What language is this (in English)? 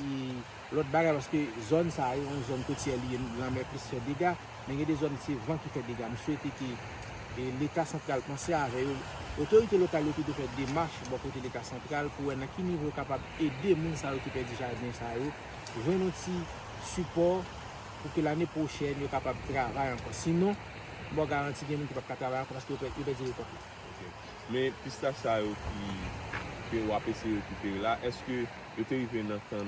Haitian Creole